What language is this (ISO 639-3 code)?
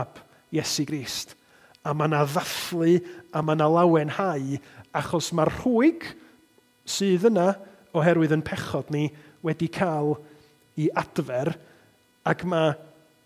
cym